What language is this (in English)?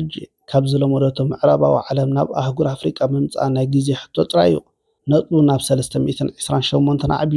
Tigrinya